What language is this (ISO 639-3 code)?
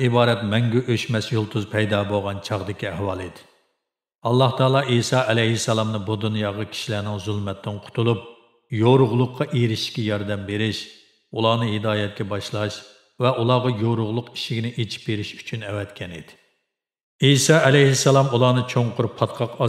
uig